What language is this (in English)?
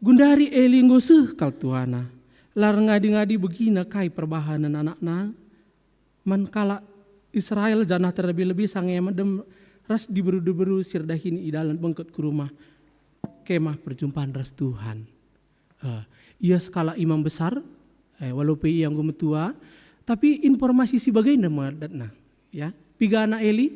Batak Karo